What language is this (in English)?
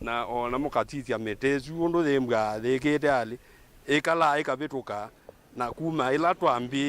Kamba